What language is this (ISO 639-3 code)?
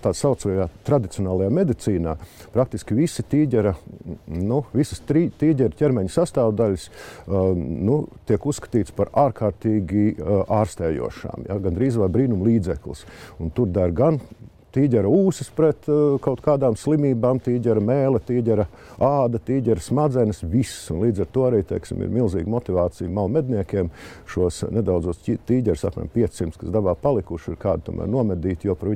lav